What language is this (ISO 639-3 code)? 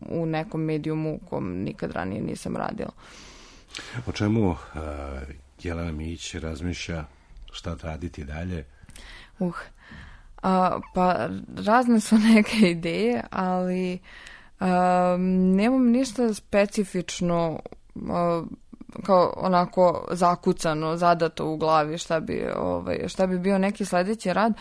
srp